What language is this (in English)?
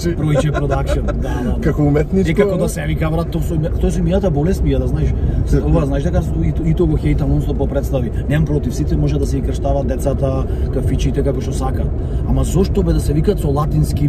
Macedonian